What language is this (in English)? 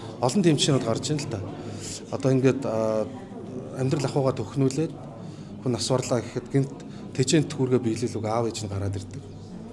Mongolian